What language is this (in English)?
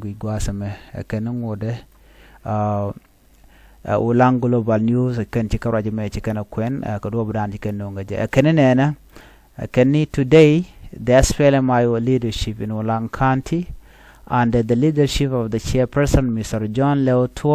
Nuer